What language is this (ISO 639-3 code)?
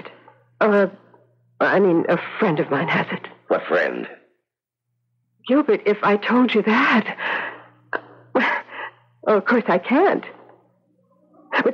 eng